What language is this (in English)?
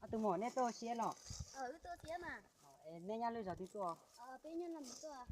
Hmong